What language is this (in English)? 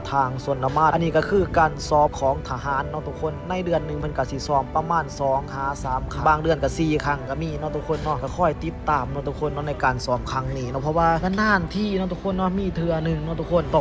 Lao